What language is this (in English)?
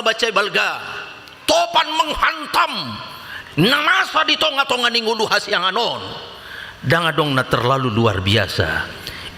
Batak Toba